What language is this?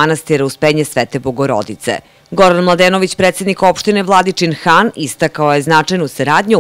Serbian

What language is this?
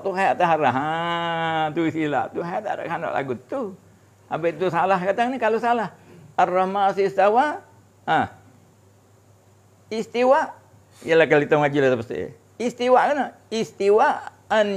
Malay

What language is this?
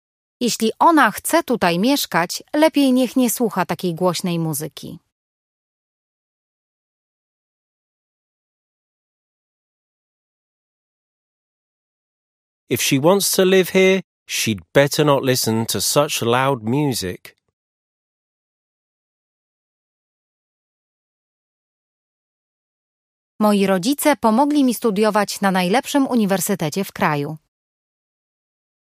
Polish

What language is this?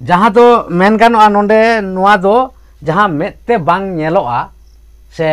Santali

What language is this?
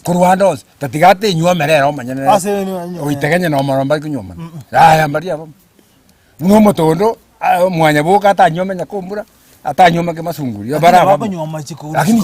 Gusii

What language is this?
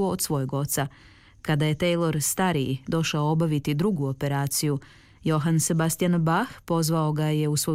Croatian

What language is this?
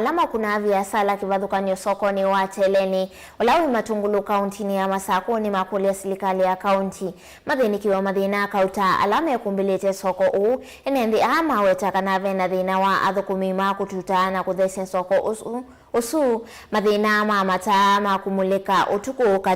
Kamba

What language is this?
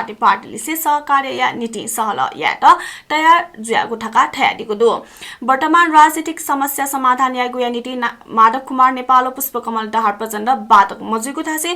Newari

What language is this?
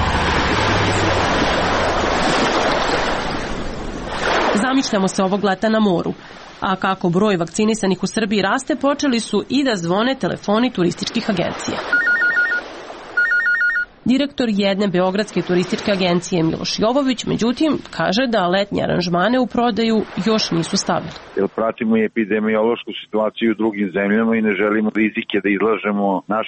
Serbian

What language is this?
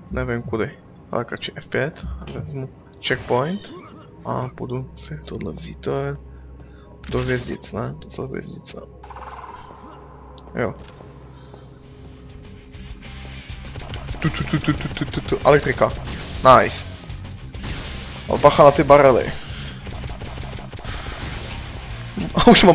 Czech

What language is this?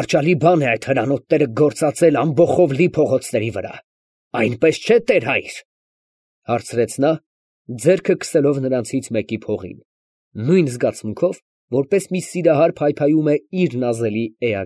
Armenian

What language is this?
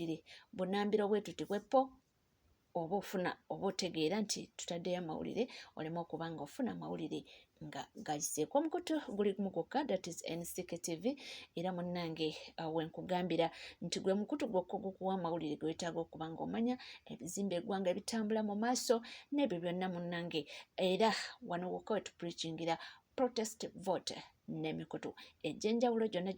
Ganda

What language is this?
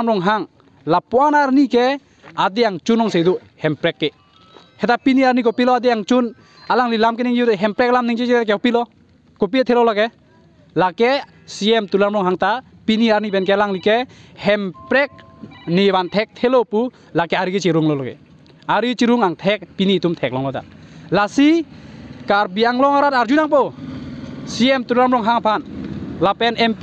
Karbi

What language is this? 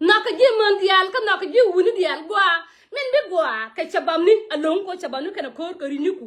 Nuer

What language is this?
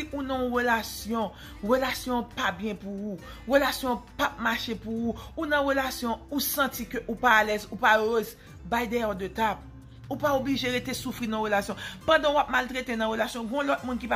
Haitian Creole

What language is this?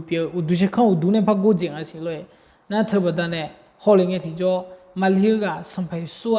Akha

